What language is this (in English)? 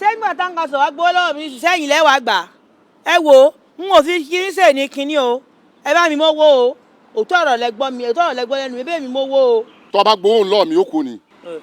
Yoruba